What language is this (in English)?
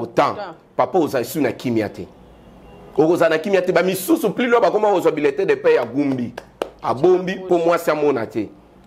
Lingala